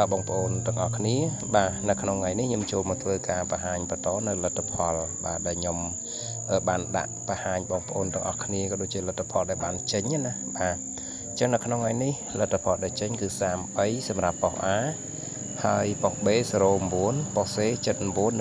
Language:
Khmer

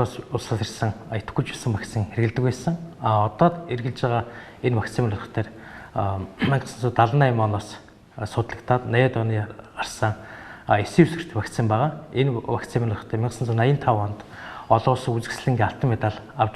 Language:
Mongolian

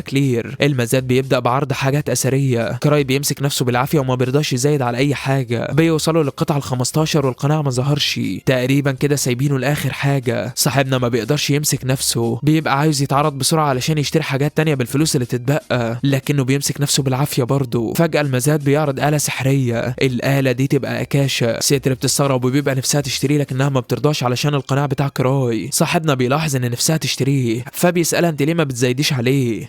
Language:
Egyptian Arabic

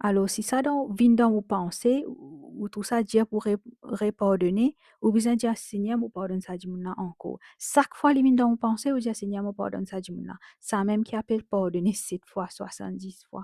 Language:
Morisyen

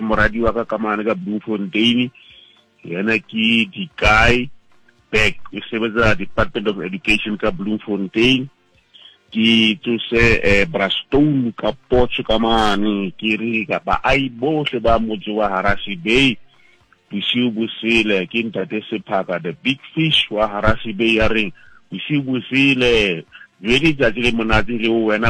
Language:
Southern Sotho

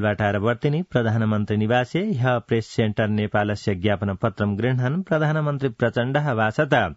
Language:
Sanskrit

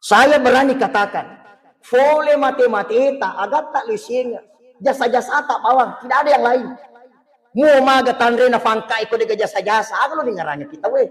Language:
Buginese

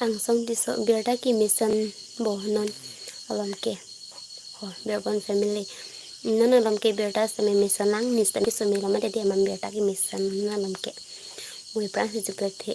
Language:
Karbi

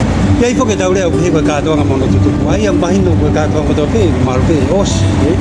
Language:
Tongan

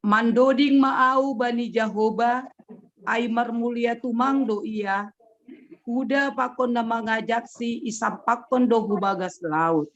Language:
Batak Simalungun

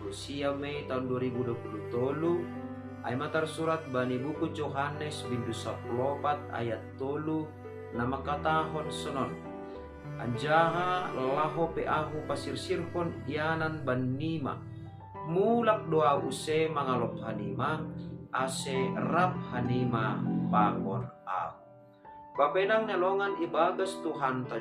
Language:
Batak Simalungun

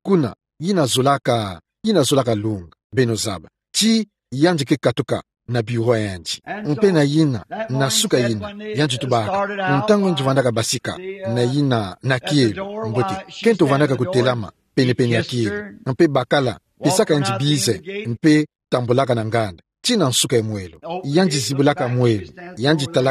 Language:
Kituba (Democratic Republic of Congo)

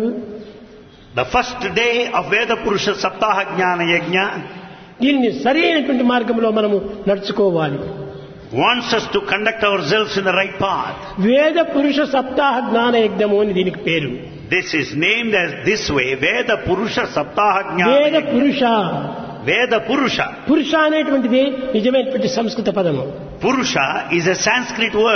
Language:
Telugu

